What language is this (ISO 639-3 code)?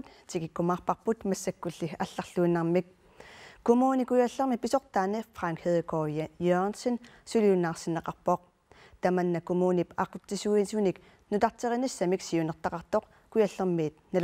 kal